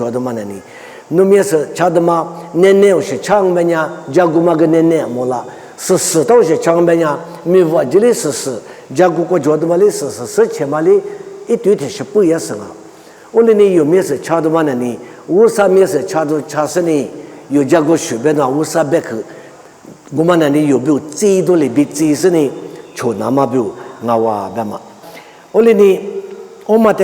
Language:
Lisu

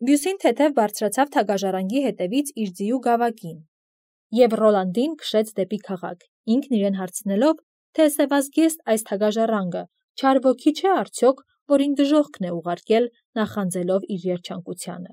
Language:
Armenian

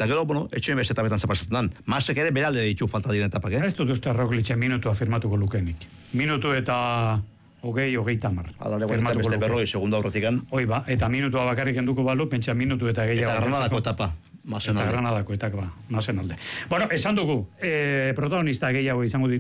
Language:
Basque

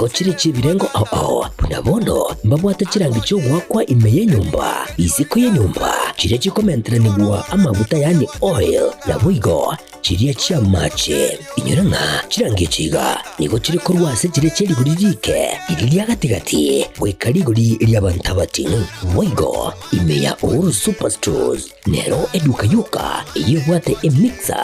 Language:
Gusii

